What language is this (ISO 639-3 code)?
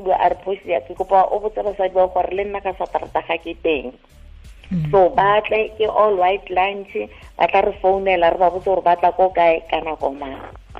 tsn